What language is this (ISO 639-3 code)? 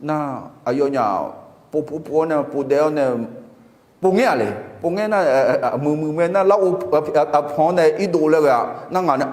ahk